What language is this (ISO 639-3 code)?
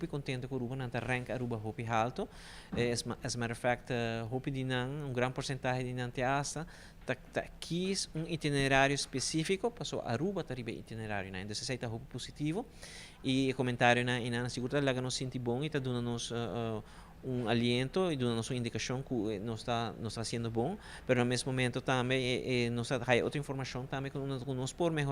pap